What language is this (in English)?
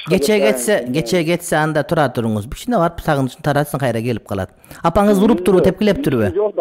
Kyrgyz